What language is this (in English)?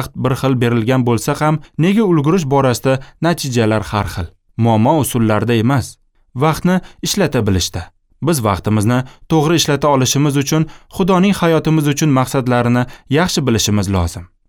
Uzbek